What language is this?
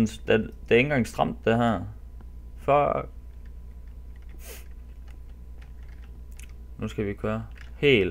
Danish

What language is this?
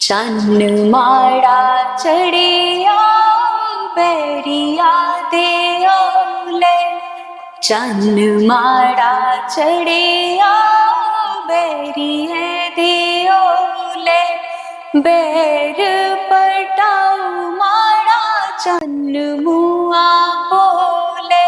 Dogri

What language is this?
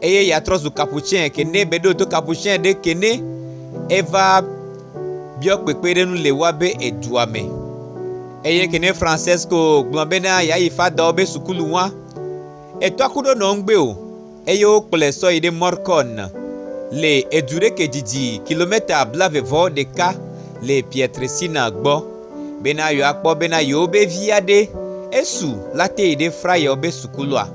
Gen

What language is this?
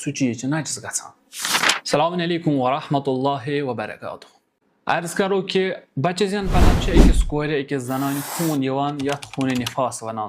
Kashmiri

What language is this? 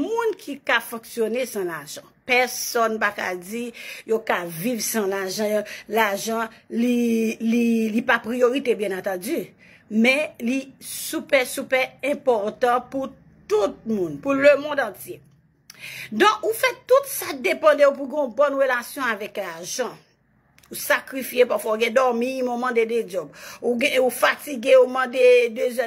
Haitian Creole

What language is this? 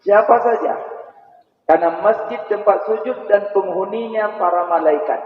Achinese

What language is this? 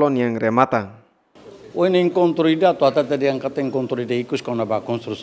Tetum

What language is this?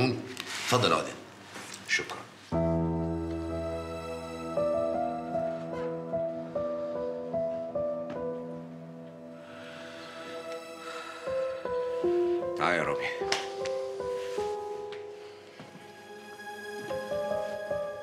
Egyptian Arabic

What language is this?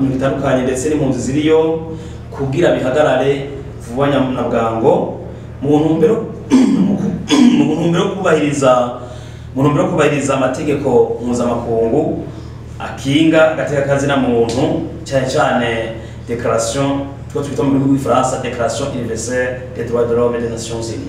Rundi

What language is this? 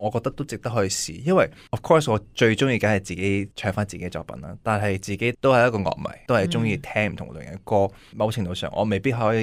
Cantonese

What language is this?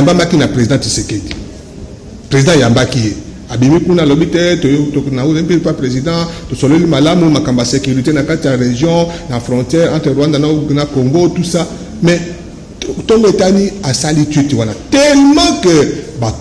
Lingala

